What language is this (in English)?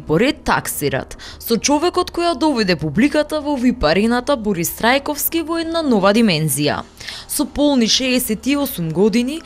Macedonian